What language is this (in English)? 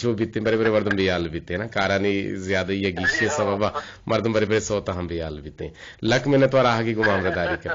Eastern Balochi